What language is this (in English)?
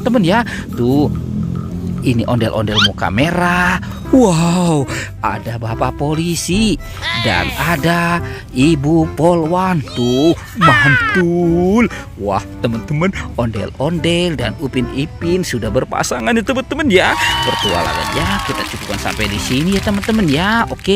Indonesian